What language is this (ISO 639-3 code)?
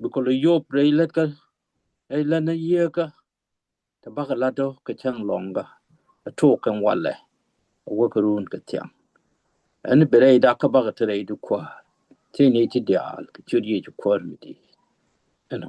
nus